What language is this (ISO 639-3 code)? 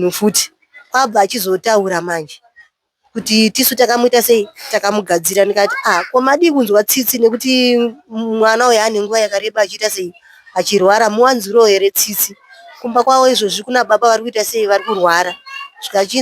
sna